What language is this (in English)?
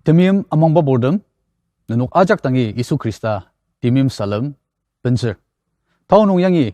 Ao Naga